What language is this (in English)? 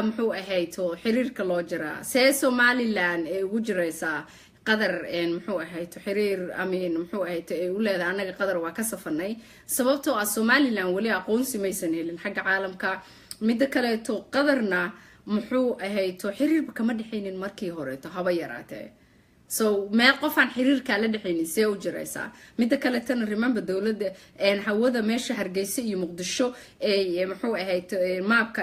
Somali